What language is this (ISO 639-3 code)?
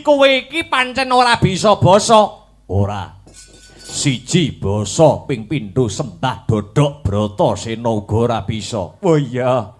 jav